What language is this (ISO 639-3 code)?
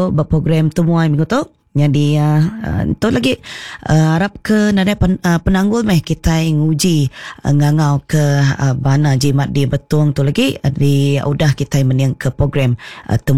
iba